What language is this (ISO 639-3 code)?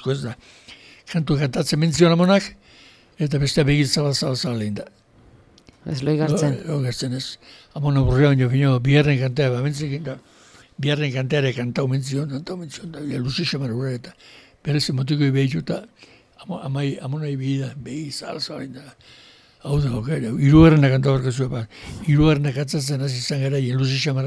eus